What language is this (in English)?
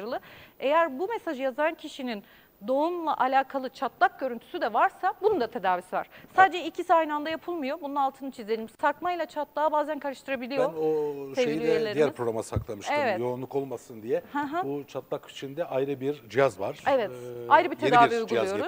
Turkish